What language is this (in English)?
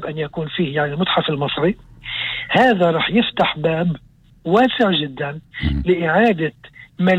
North Levantine Arabic